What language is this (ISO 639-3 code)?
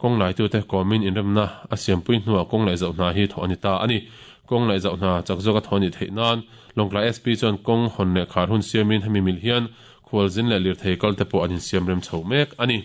lus